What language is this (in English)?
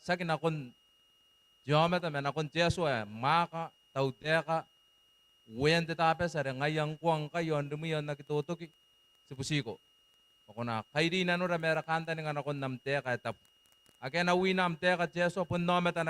Gilbertese